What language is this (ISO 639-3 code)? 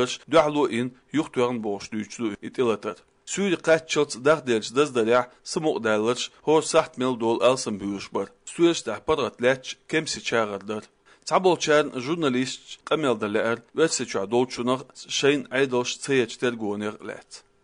che